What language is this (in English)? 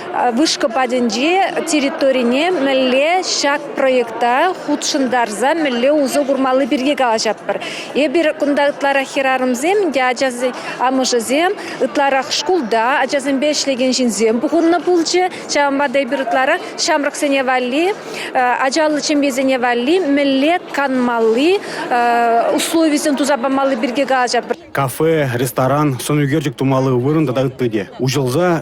Chuvash